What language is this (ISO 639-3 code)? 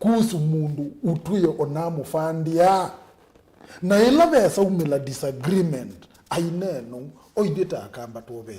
kam